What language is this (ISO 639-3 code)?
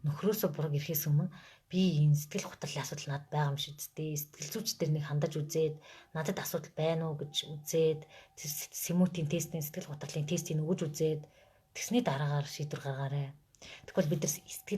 mon